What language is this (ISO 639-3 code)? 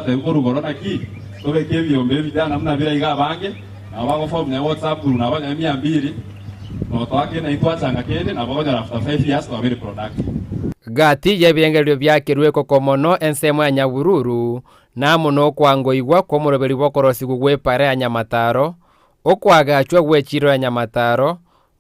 guz